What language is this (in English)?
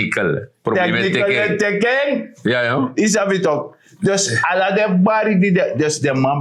Sranan Tongo